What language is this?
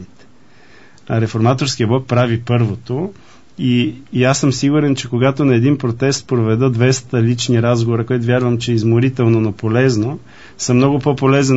Bulgarian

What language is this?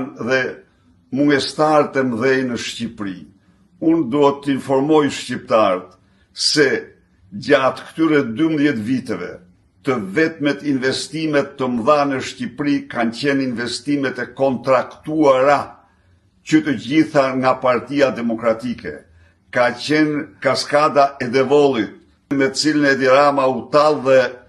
Albanian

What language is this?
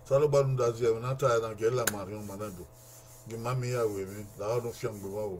Bini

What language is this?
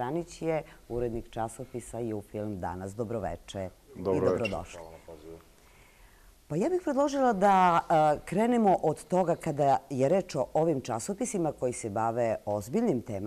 Serbian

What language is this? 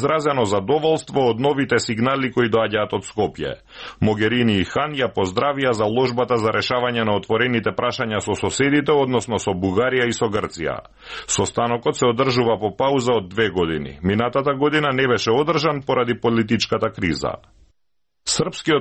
Macedonian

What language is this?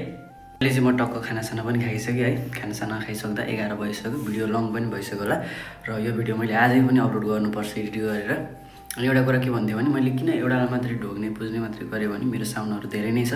Nepali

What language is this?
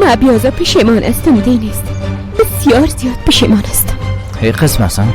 Persian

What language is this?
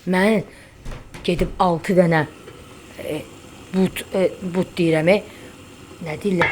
Azerbaijani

